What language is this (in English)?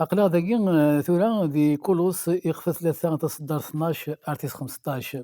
Kabyle